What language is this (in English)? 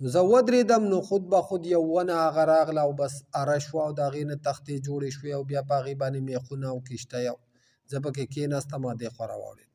Pashto